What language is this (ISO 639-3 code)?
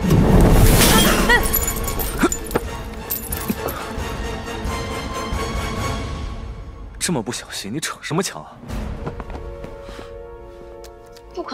zho